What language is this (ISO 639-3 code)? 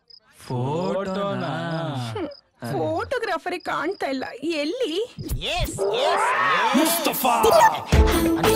kan